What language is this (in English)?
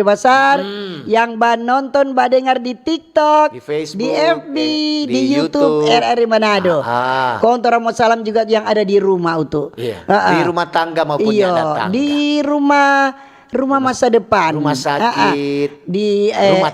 Manado Malay